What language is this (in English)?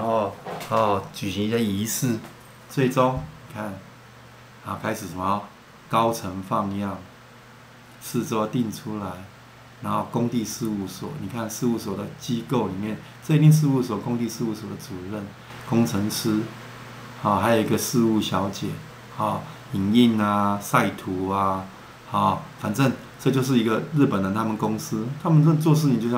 Chinese